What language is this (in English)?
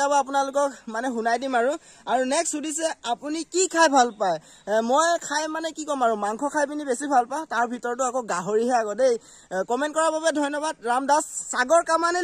Assamese